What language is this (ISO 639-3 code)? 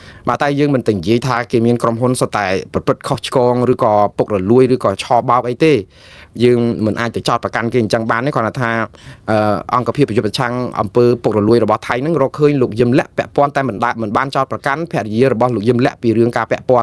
khm